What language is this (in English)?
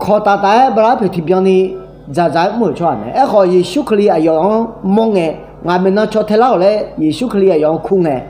Akha